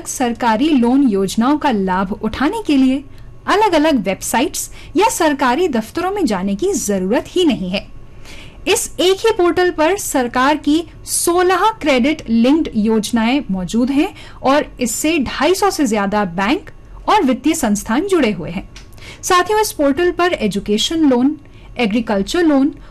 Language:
Hindi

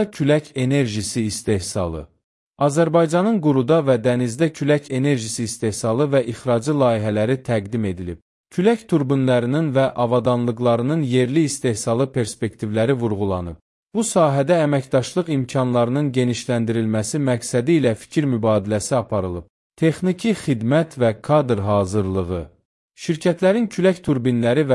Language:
Azerbaijani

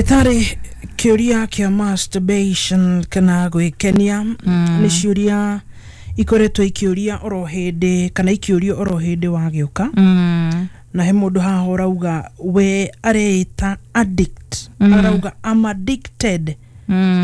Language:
Kikuyu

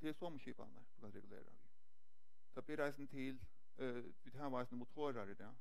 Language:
Faroese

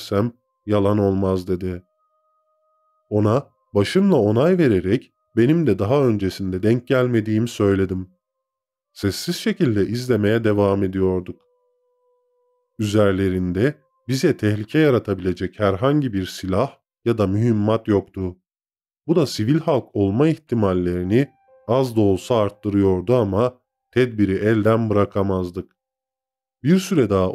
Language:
Turkish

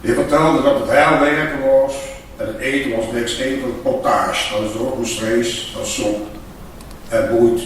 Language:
Limburgish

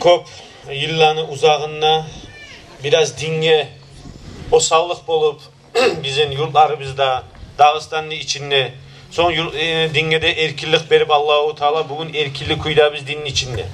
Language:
Kumyk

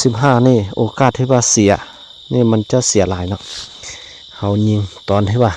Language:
Lao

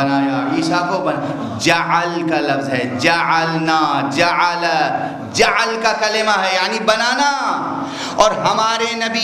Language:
Urdu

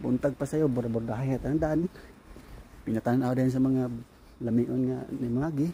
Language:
Cebuano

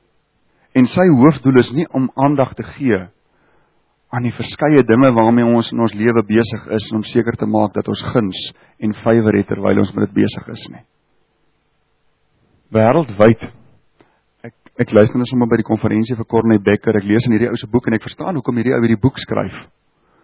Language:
Afrikaans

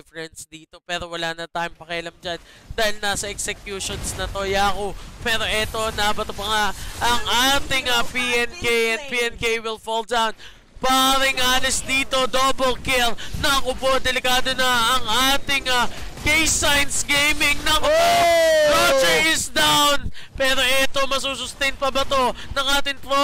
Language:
Filipino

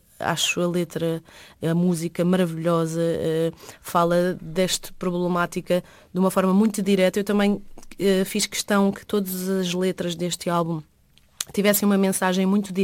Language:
Portuguese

